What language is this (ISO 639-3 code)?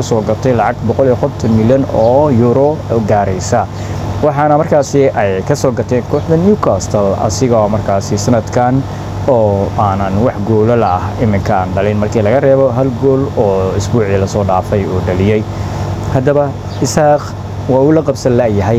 som